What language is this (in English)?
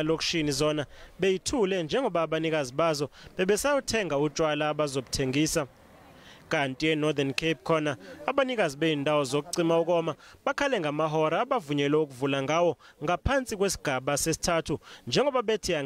Zulu